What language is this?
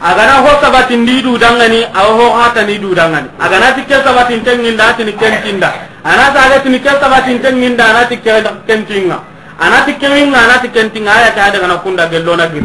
Soninke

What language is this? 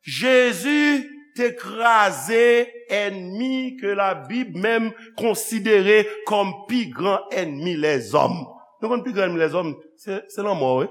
Haitian Creole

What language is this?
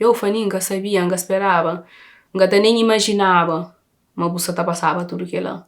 Kabuverdianu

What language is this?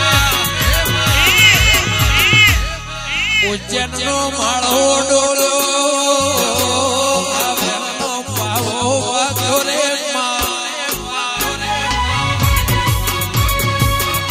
Gujarati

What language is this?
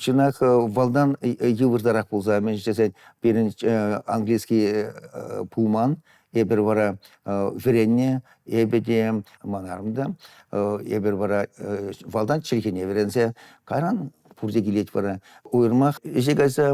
Chuvash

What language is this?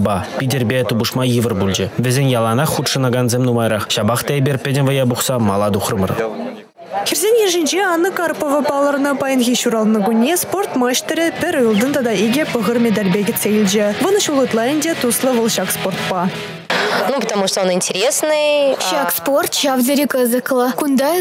Chuvash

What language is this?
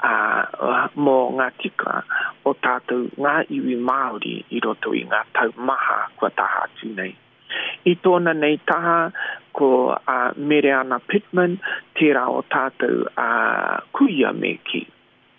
Māori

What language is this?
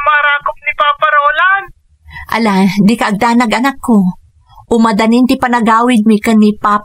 Iloko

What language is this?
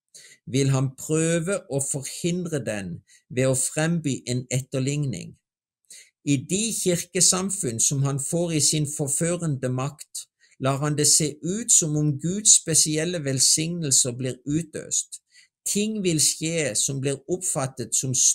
Norwegian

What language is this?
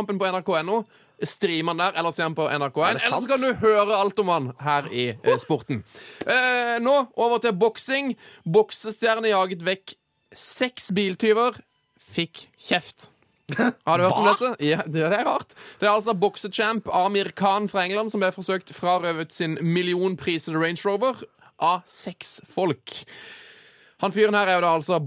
Norwegian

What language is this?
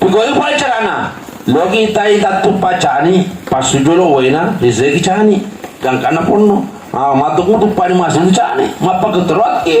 Buginese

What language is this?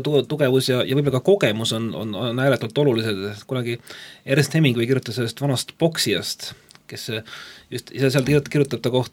Estonian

